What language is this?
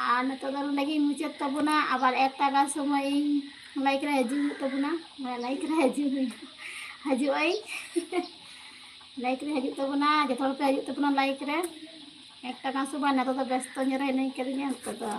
Santali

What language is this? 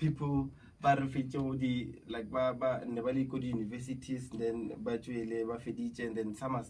Northern Sotho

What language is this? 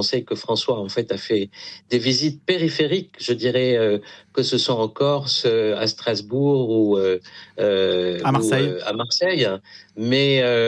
French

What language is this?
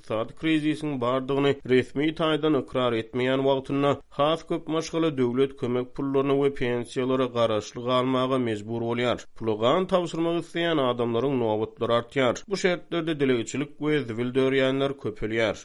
Turkmen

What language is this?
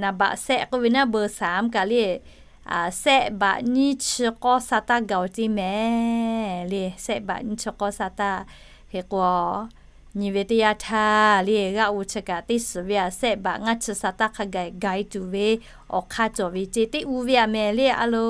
Lahu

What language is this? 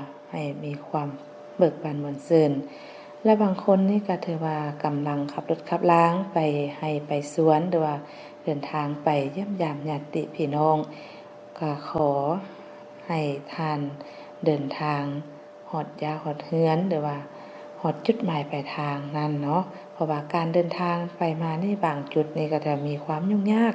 Lao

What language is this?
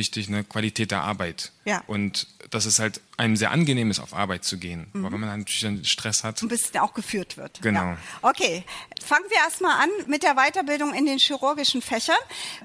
German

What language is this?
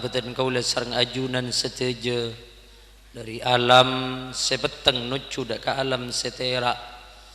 Madurese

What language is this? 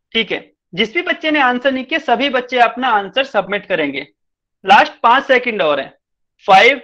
Hindi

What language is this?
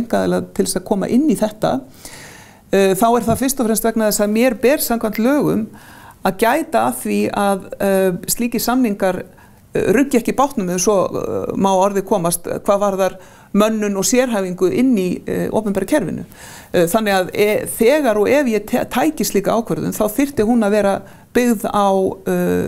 Icelandic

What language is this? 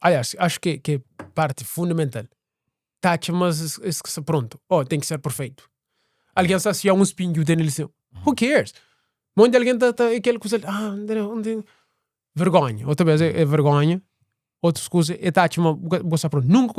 Kabuverdianu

